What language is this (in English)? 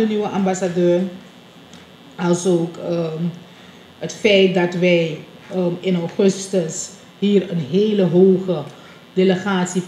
Dutch